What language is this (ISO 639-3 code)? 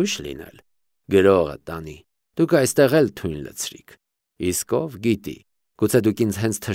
hye